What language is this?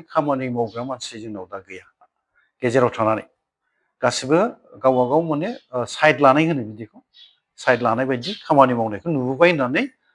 Bodo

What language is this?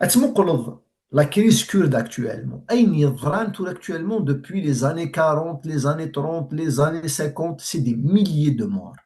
Kabyle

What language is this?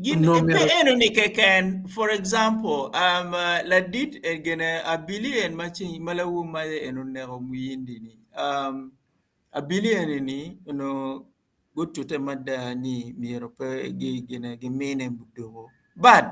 Acoli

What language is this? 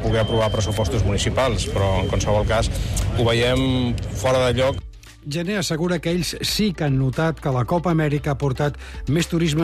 Catalan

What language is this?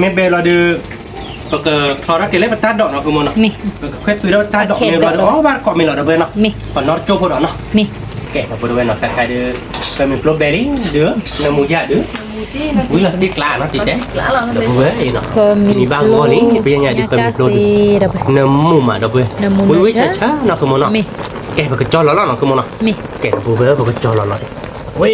S'gaw Karen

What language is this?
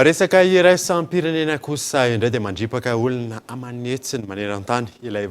Malagasy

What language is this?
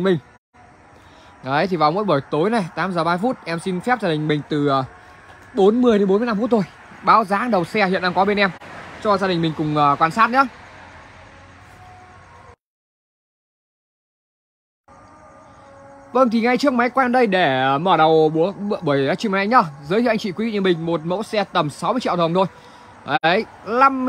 Vietnamese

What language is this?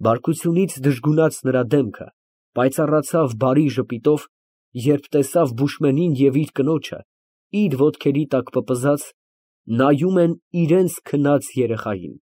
Armenian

